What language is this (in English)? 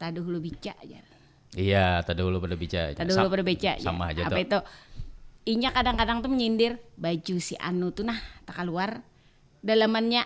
Banjar